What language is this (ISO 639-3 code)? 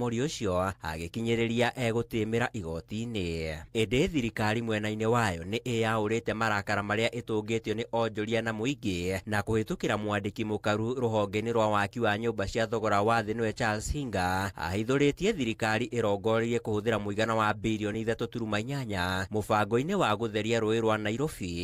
kik